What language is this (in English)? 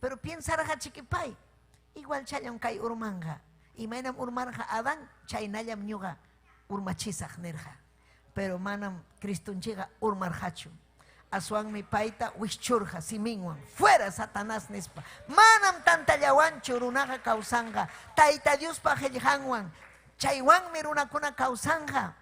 Ayacucho Quechua